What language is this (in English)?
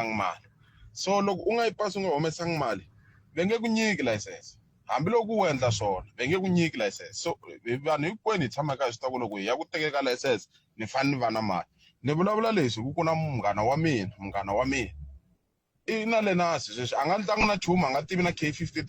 Tsonga